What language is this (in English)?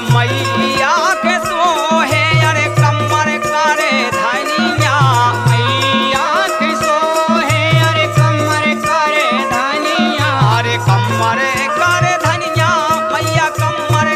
Bhojpuri